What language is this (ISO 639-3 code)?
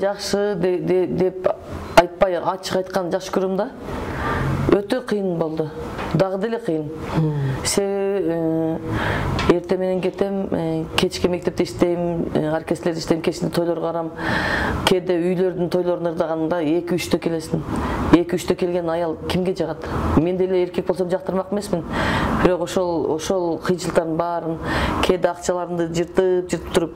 kir